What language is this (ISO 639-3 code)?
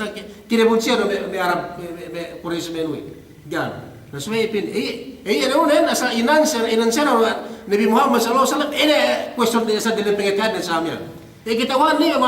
yka